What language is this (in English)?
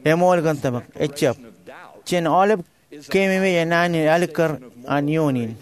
Marshallese